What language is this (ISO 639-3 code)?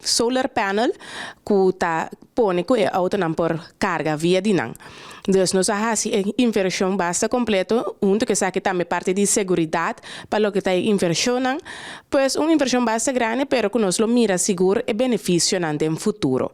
pap